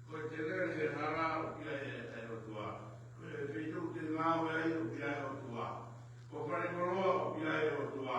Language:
Tongan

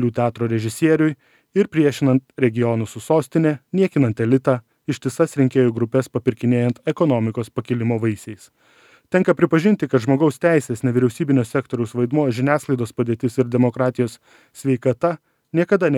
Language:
Lithuanian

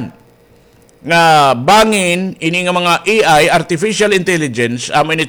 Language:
Waray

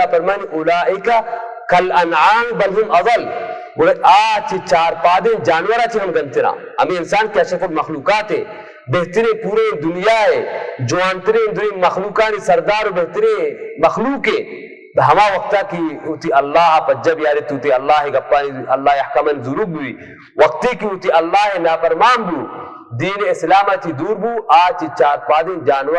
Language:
Baluchi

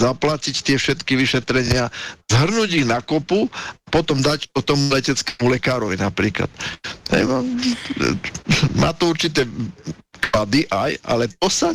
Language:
Slovak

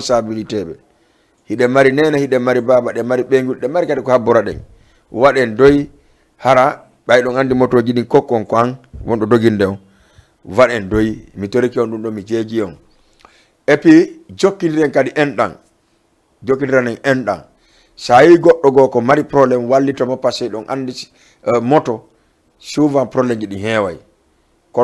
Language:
Fula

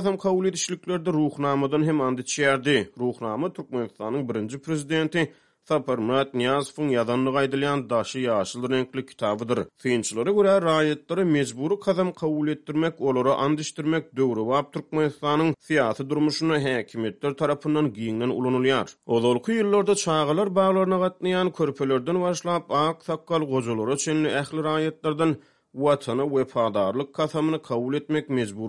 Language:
Turkmen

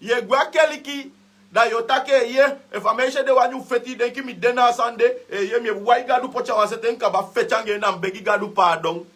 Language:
Sranan Tongo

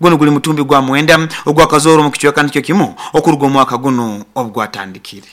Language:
Nyoro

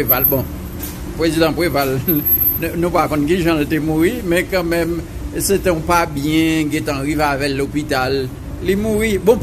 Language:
Haitian Creole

